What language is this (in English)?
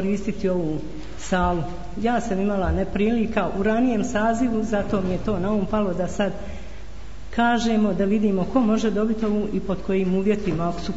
Bosnian